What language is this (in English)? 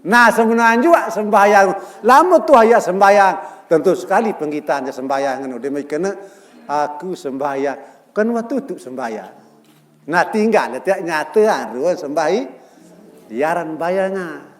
Sasak